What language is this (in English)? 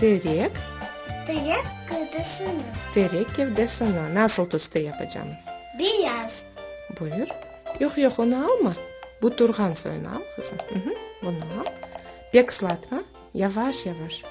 Crimean Tatar